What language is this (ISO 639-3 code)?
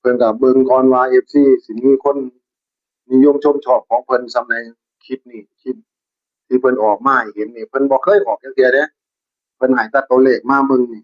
tts